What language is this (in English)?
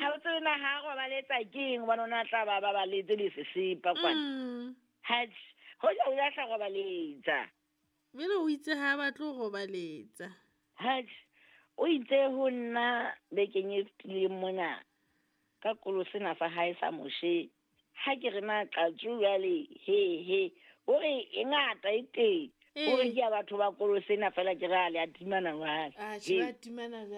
Southern Sotho